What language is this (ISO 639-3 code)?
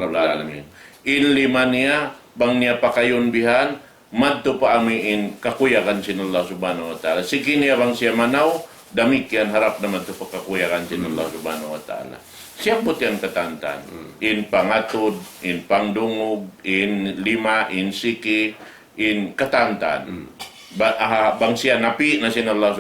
tsg